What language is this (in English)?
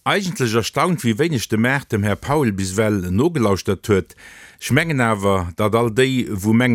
Luxembourgish